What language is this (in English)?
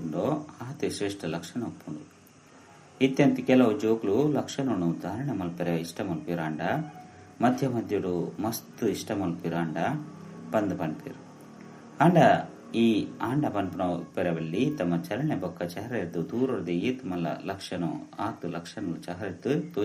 Tulu